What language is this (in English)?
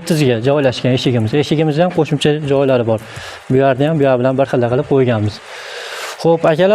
Uzbek